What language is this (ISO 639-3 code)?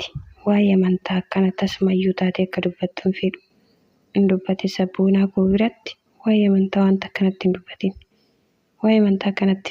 orm